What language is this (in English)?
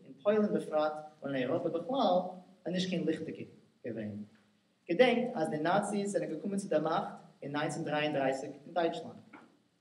Yiddish